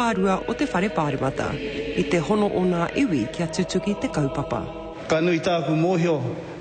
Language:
Māori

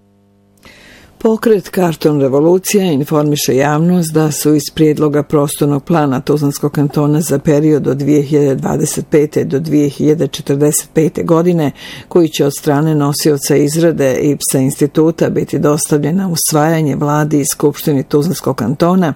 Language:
Bosnian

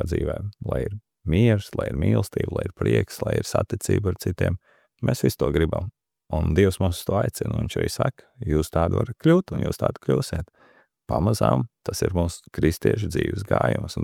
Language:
Latvian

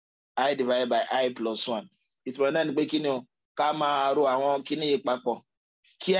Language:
Yoruba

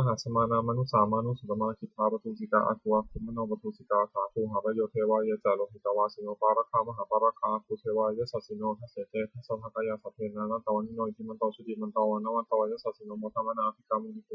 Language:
Pali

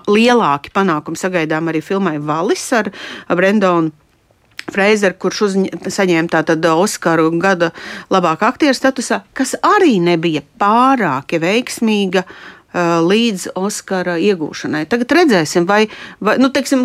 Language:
Latvian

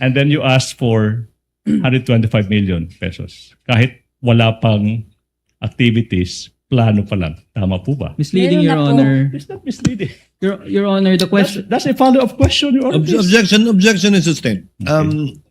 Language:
Waray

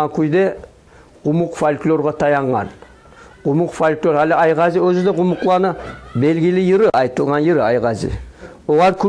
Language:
Kumyk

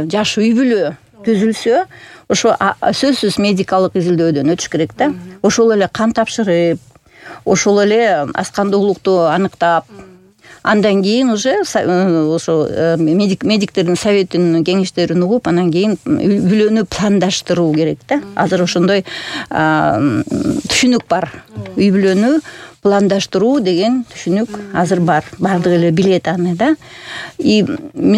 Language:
Kyrgyz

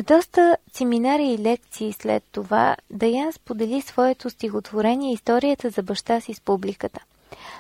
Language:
Bulgarian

